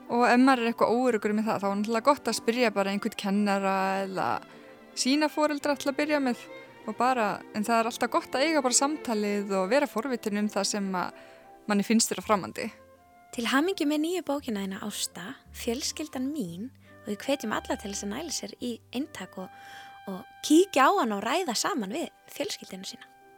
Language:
Icelandic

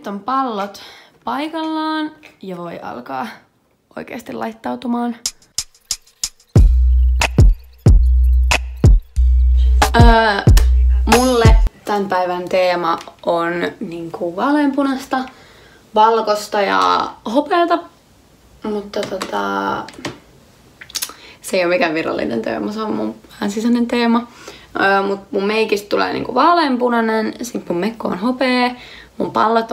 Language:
Finnish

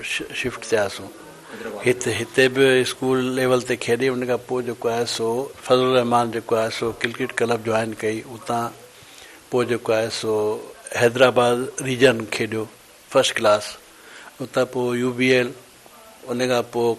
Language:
Sindhi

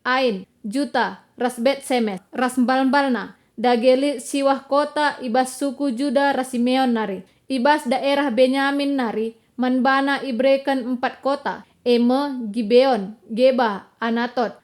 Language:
Batak Karo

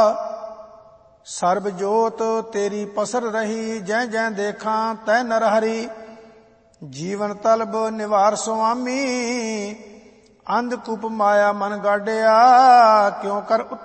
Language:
Punjabi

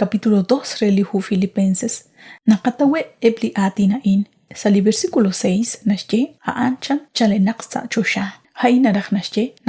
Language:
Kekchí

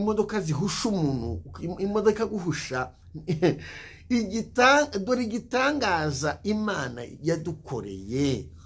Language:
Kinyarwanda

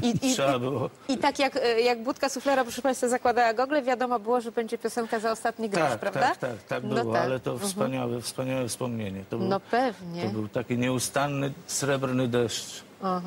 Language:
Polish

